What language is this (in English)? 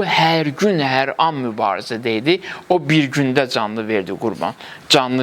Azerbaijani